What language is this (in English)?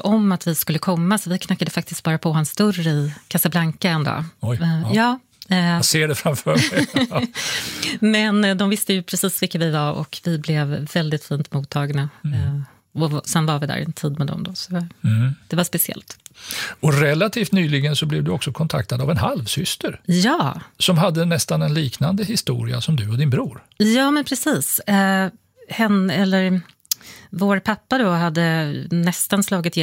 Swedish